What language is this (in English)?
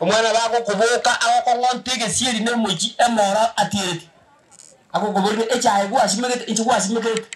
Gusii